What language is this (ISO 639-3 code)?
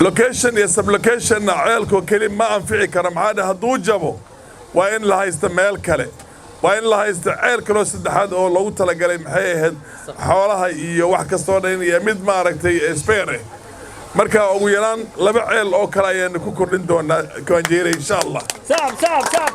som